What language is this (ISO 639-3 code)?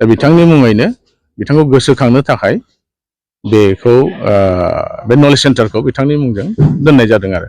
brx